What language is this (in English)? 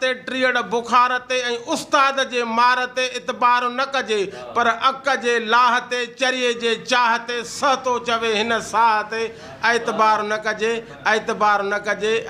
Sindhi